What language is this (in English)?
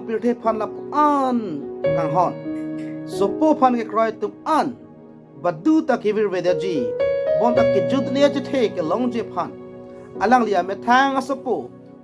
Karbi